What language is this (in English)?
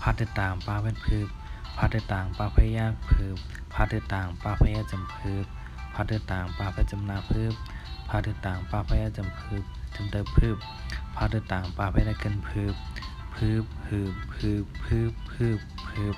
Shan